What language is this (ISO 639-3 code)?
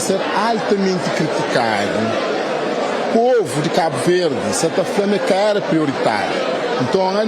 kea